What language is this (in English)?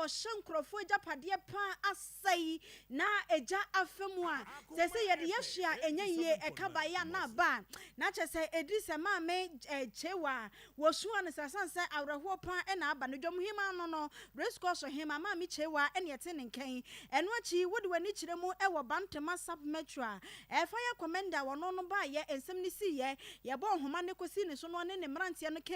Akan